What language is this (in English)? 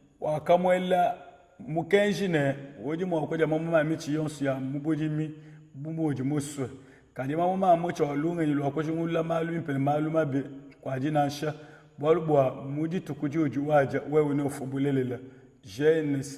Luba-Lulua